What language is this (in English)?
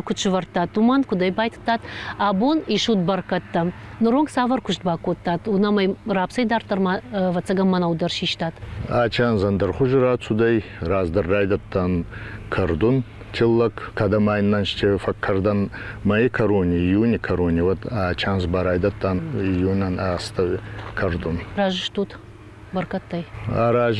Ossetic